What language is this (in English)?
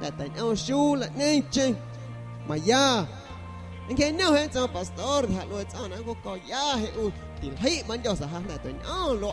San Pedro Amuzgos Amuzgo